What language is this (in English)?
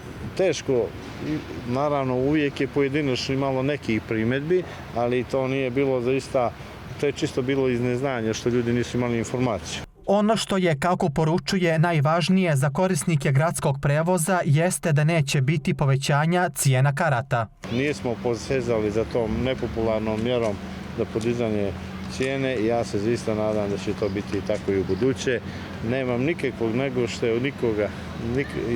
Bosnian